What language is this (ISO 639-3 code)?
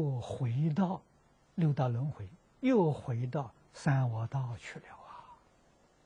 zho